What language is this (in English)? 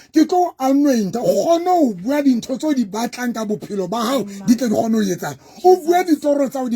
Southern Sotho